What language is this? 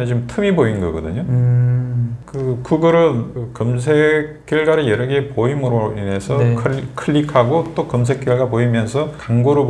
Korean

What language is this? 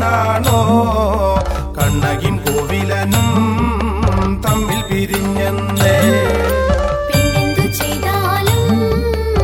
Malayalam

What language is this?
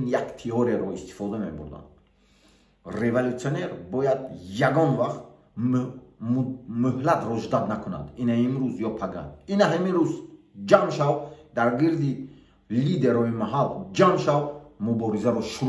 Tajik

